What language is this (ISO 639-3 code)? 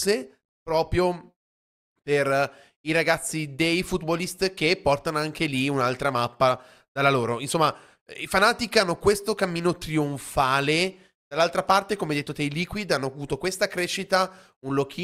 ita